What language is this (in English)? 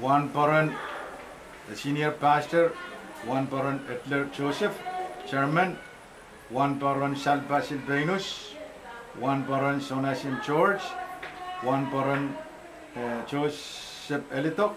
Pohnpeian